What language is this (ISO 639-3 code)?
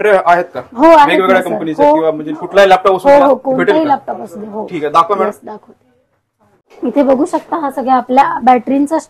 mar